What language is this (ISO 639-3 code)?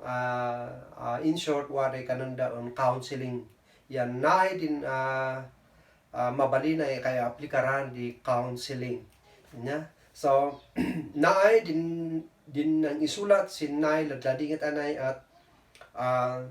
kne